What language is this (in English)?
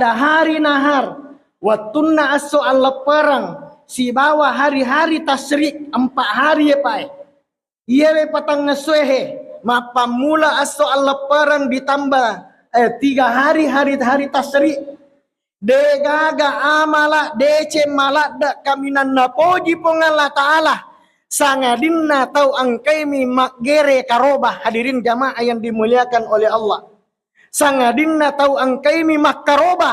Buginese